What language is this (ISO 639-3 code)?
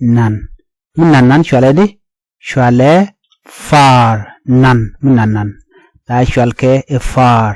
nus